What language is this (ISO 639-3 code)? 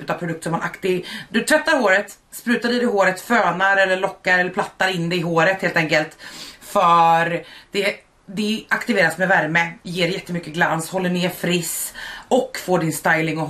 swe